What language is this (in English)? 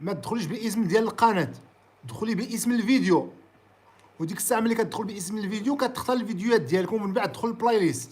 Moroccan Arabic